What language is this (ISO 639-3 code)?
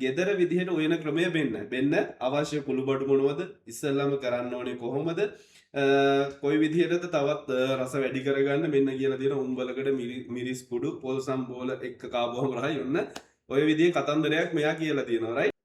sin